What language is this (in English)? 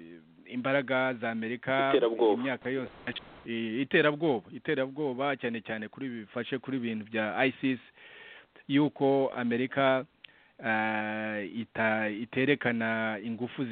Kinyarwanda